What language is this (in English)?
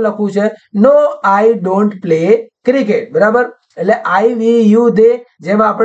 Gujarati